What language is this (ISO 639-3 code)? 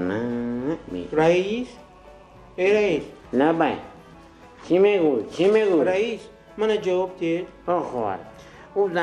tgk